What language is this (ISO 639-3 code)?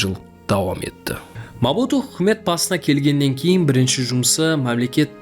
kaa